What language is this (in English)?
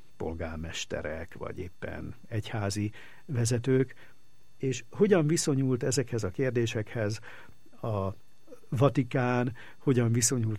Hungarian